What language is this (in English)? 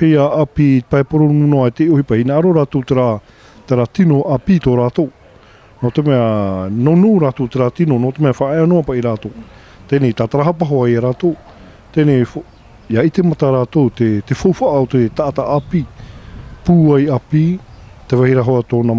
Tahitian